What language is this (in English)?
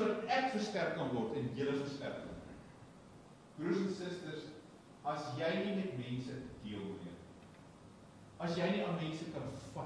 Afrikaans